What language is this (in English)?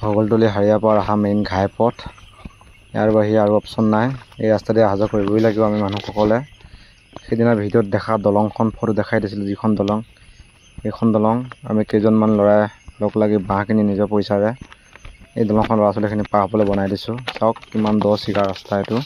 Assamese